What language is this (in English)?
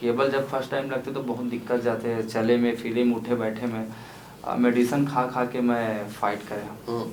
Chhattisgarhi